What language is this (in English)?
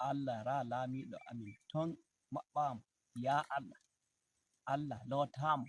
Nigerian Fulfulde